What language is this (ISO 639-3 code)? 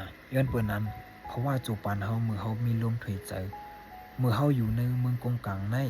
shn